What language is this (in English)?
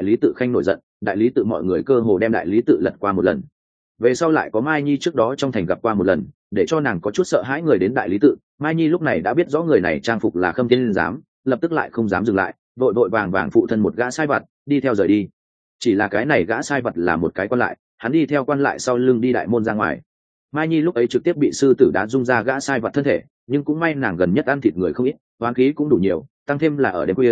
Vietnamese